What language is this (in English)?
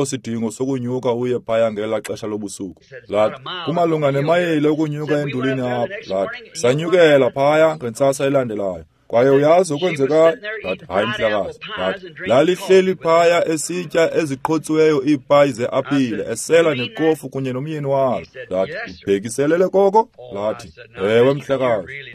Xhosa